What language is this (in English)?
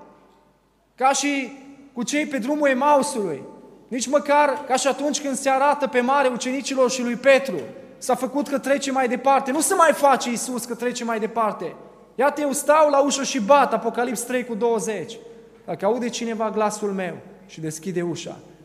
Romanian